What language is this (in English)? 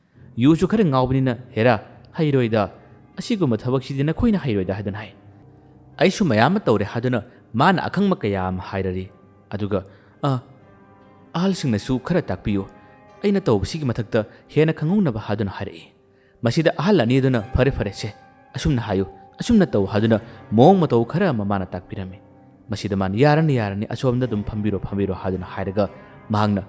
Manipuri